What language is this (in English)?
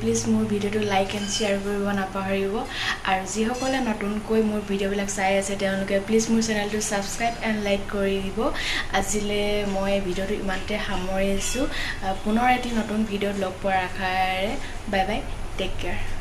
Assamese